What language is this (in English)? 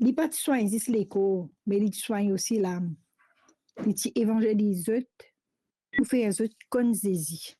Morisyen